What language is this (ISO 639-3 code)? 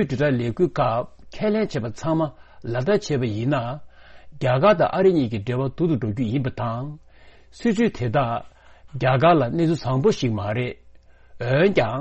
bod